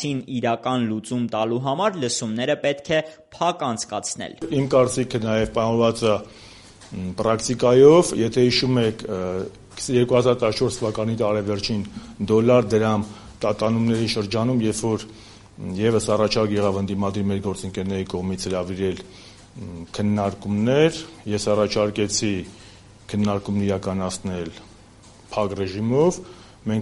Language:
Armenian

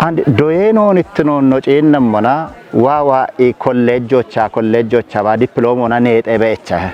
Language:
Kafa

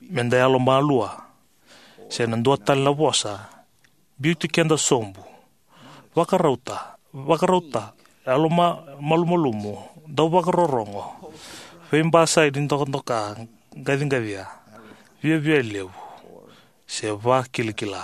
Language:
Fijian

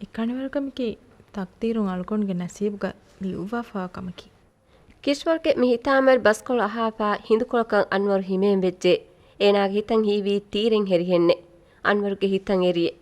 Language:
Divehi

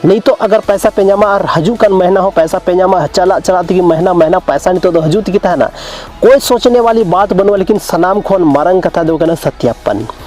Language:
Santali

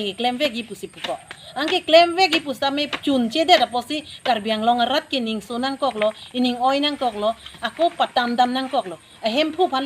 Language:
Karbi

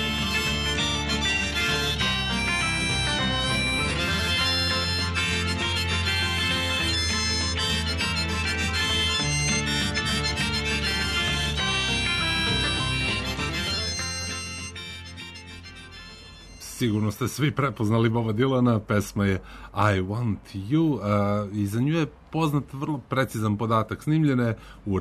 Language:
Serbian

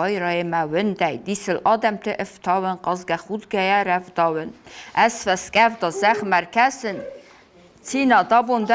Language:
Ossetic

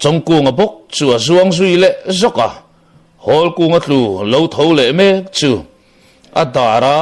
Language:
Mizo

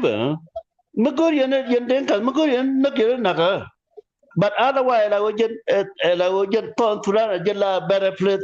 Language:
Nuer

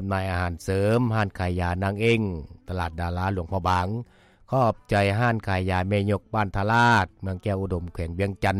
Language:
Lao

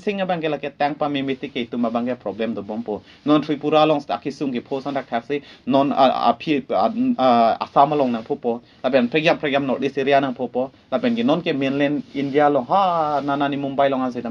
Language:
Karbi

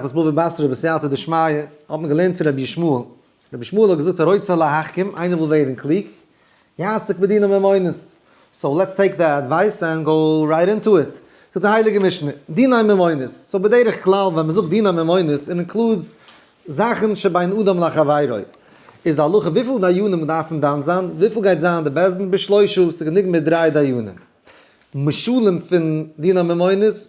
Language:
Yiddish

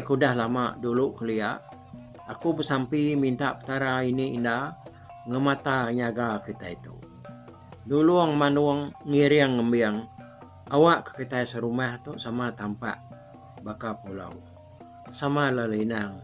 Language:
Iban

